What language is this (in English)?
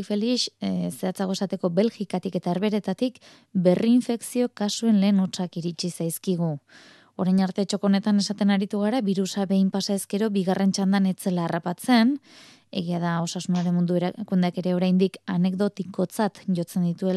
Basque